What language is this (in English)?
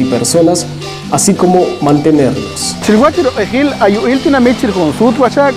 Poqomchi'